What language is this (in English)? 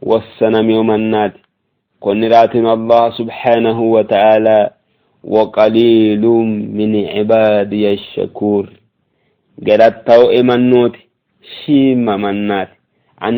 Sidamo